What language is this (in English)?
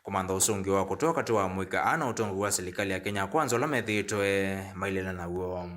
Kamba